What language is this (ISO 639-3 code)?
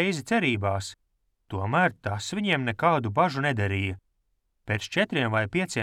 lav